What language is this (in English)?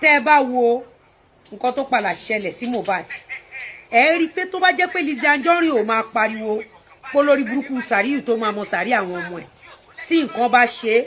Yoruba